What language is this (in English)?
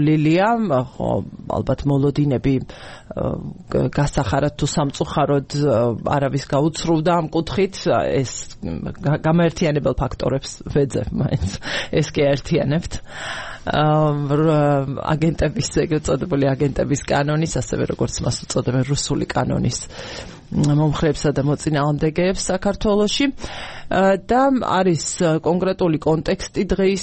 Georgian